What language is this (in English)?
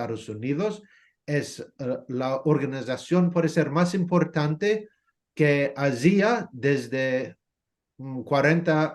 Ladino